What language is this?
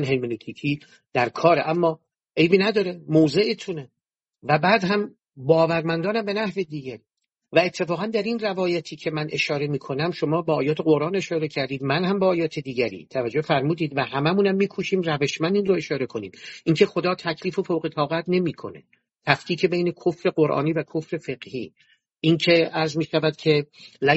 Persian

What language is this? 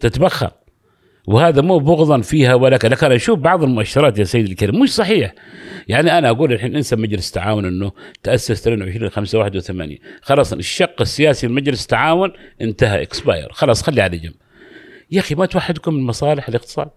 Gulf Arabic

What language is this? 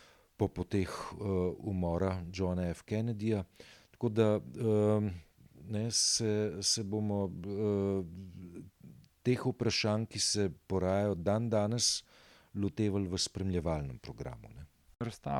Slovenian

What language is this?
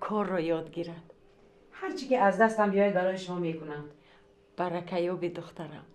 Tajik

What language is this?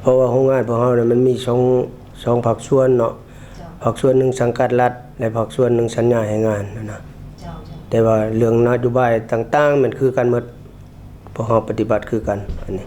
Lao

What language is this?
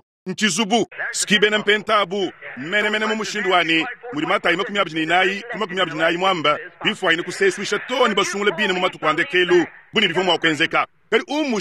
Luba-Lulua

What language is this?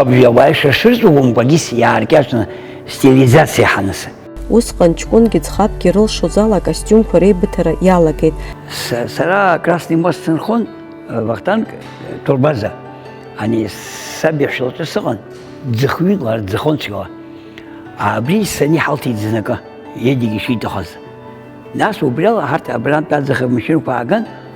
Abkhazian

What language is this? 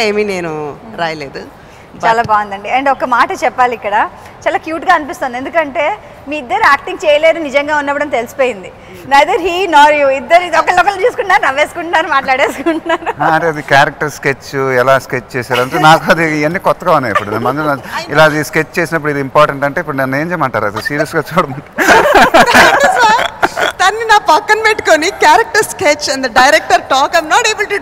Telugu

